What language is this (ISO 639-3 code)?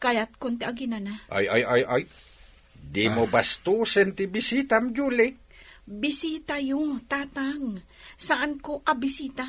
ilo